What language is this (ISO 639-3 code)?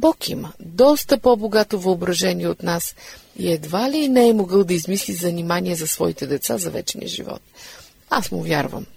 bul